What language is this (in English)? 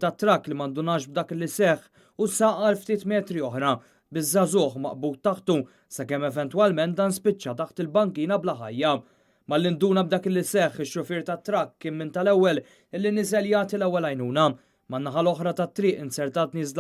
Maltese